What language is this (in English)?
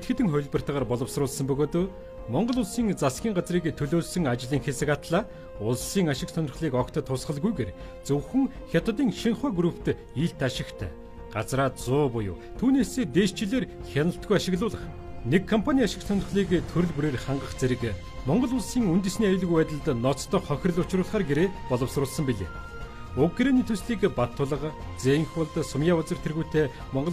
Mongolian